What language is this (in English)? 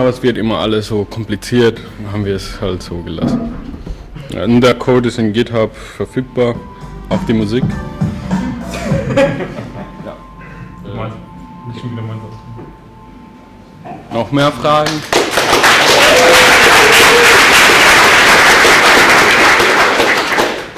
German